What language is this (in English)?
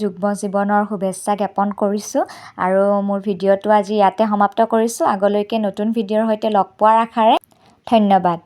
Assamese